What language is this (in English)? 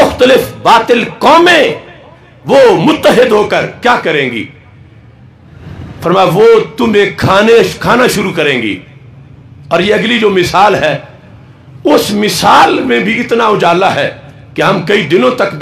Urdu